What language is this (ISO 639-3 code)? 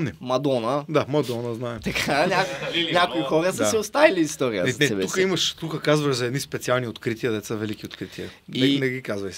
bul